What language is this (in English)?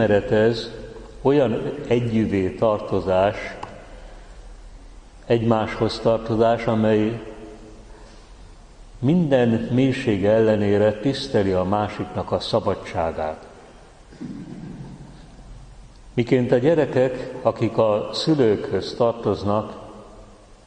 Hungarian